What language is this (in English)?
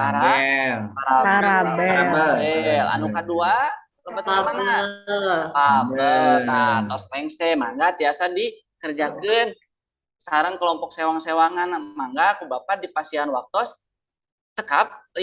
Sundanese